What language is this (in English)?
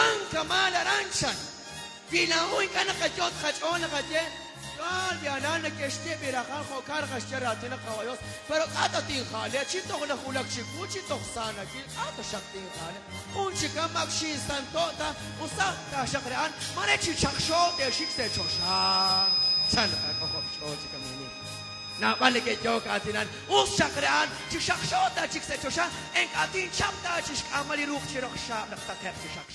Kekchí